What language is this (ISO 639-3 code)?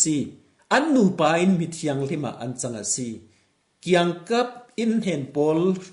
cfm